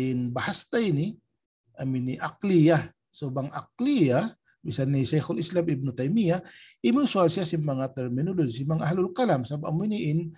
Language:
Tausug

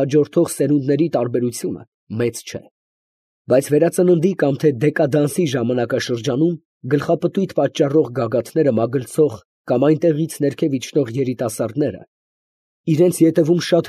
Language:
Armenian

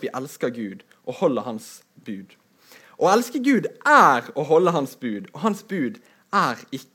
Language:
Norwegian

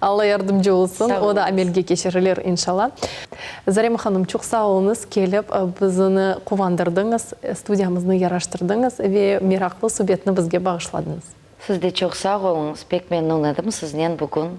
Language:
Crimean Tatar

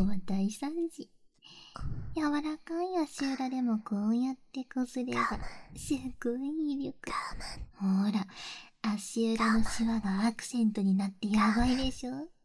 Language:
Japanese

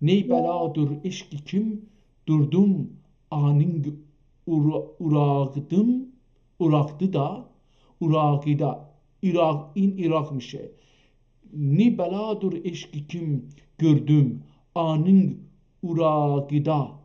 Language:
South Azerbaijani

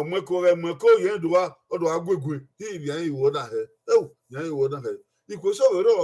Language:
Bini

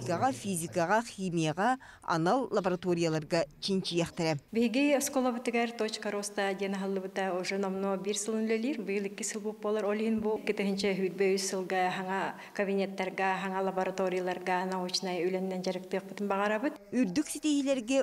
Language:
Yakut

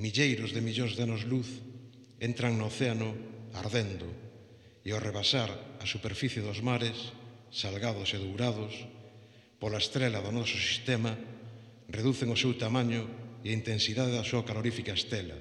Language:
Galician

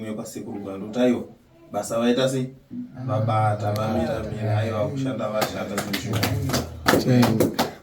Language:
Shona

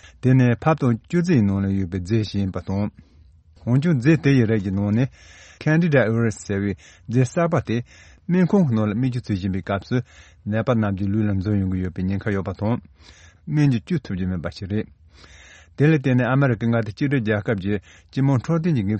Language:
Tibetan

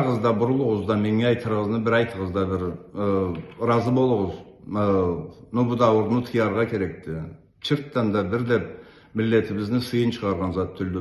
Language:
Karachay-Balkar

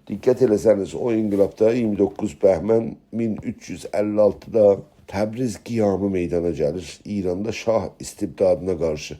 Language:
South Azerbaijani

